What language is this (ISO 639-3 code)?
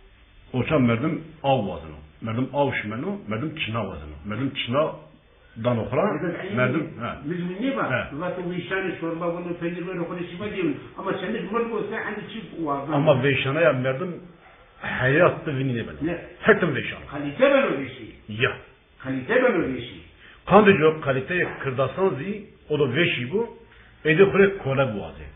zza